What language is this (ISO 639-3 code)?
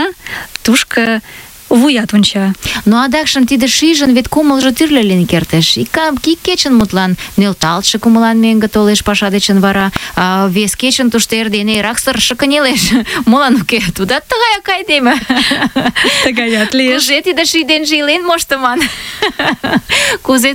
chm